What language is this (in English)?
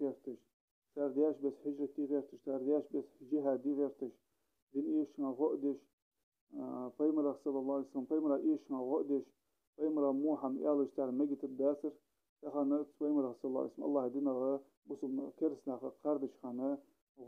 Ingush